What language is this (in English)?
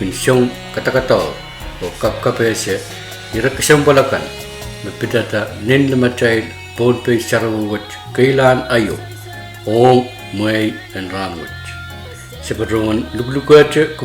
Pohnpeian